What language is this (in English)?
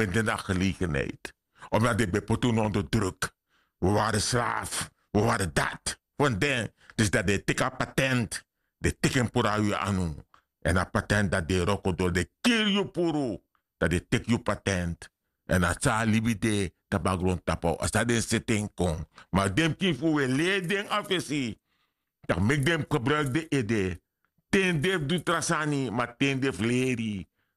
Sranan Tongo